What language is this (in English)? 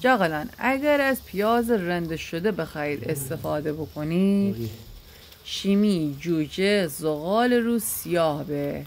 Gilaki